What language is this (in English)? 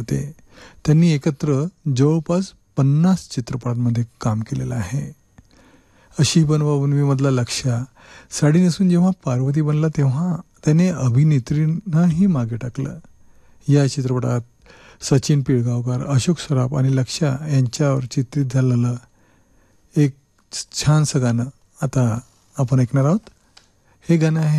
Marathi